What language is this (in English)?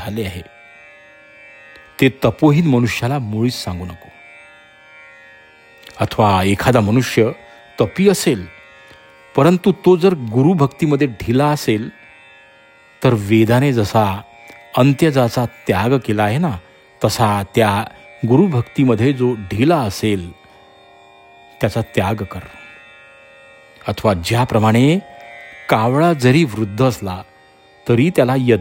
Marathi